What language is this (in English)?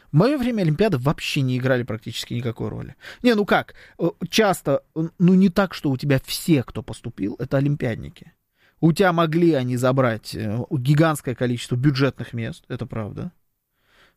Russian